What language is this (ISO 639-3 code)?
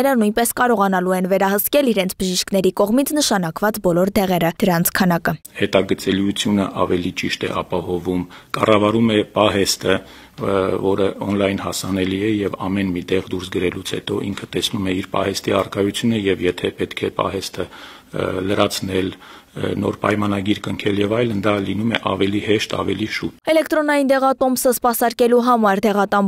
hye